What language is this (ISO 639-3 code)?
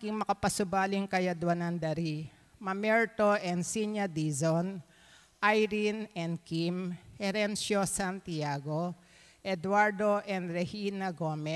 pam